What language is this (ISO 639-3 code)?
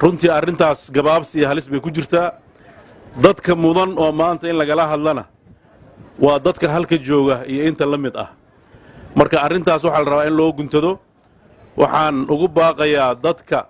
som